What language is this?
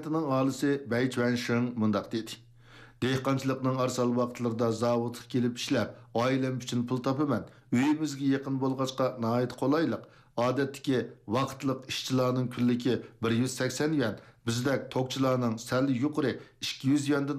Uyghur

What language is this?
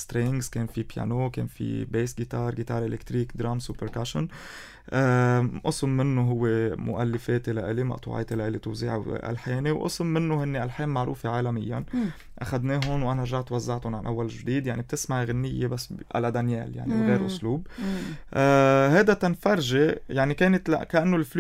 North Levantine Arabic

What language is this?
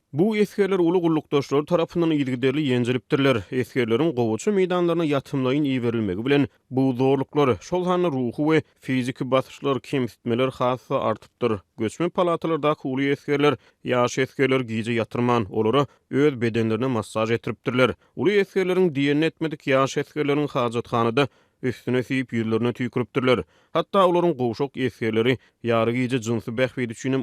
Turkmen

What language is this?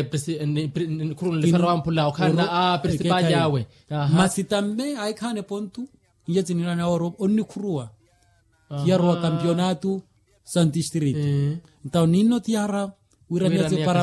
Makhuwa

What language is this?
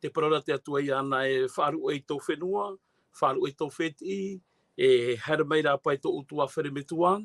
Tahitian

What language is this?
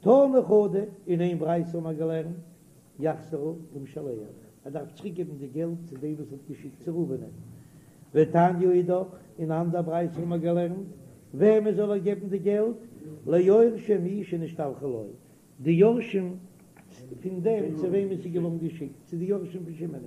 Yiddish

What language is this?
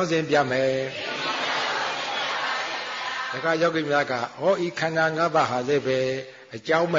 Burmese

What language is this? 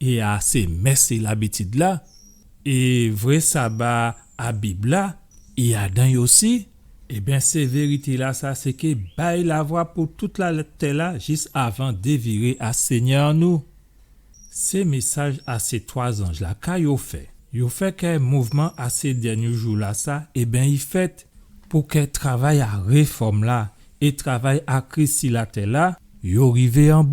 Guadeloupean Creole French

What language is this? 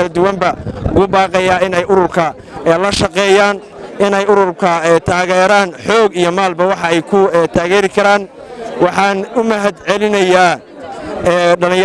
Somali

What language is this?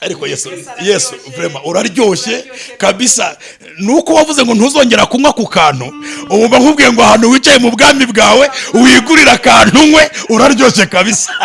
Kinyarwanda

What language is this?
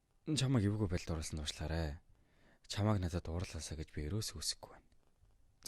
Mongolian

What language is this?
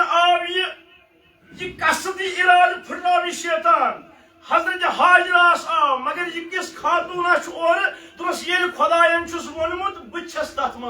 Kashmiri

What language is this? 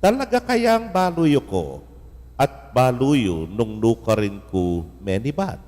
Pampanga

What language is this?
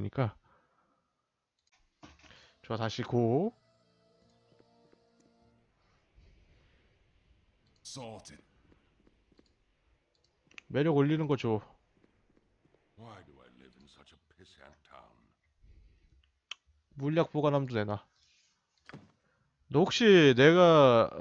Korean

